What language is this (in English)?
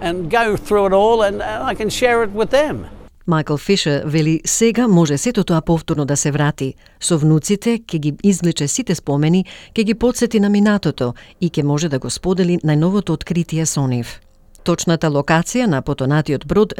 Macedonian